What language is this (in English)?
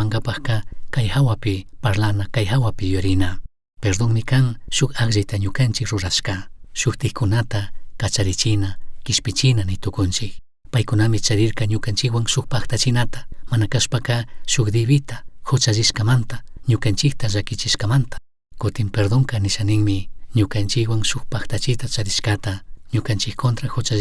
Chimborazo Highland Quichua